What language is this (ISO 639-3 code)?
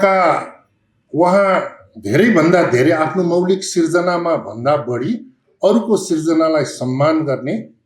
nep